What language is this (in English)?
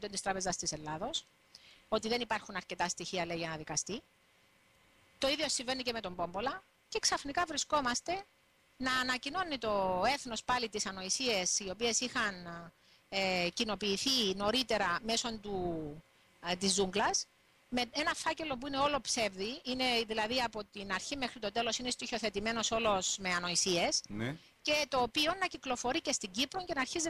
Greek